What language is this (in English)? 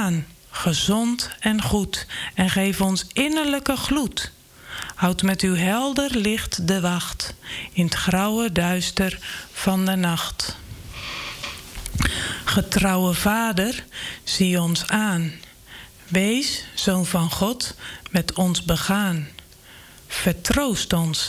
Dutch